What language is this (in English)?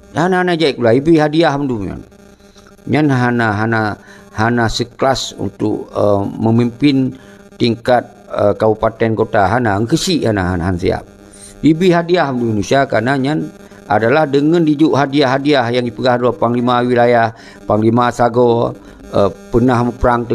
Achinese